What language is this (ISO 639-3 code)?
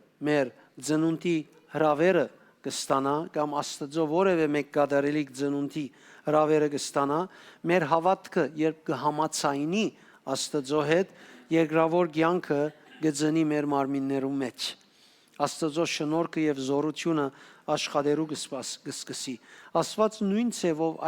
hyw